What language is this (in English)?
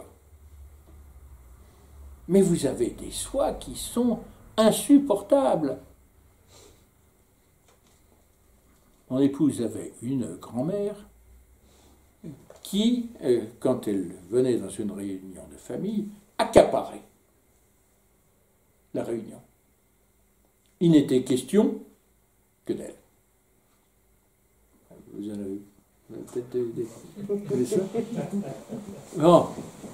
French